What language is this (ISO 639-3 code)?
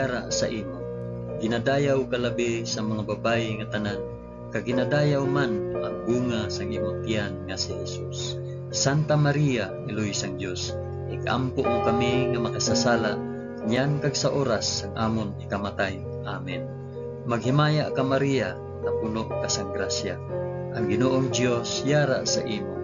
hil